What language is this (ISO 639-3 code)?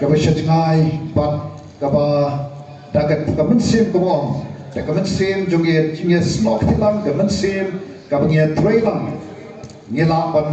kha